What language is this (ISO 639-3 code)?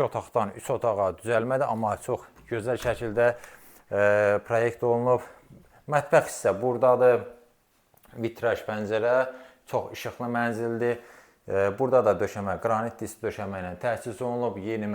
aze